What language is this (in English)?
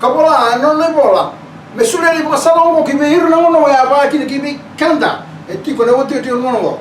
Fijian